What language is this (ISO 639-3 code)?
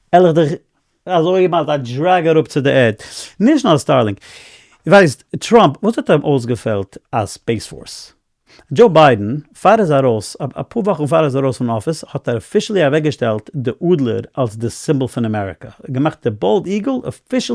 yid